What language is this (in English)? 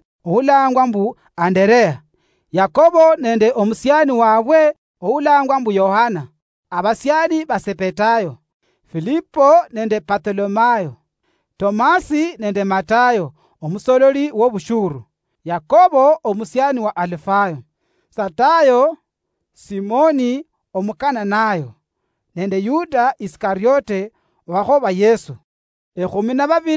Luyia